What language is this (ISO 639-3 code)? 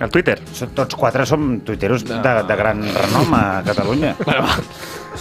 cat